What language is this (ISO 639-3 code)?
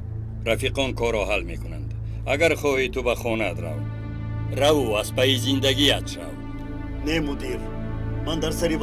tgk